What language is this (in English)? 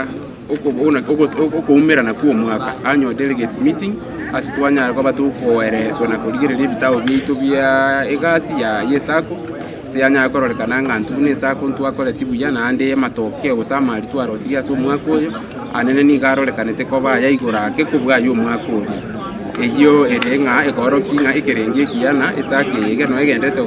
Gusii